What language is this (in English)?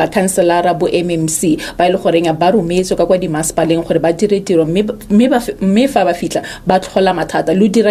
Tswana